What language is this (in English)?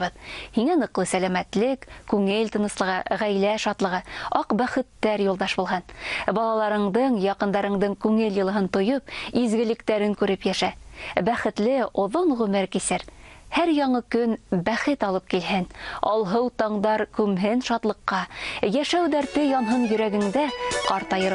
Bashkir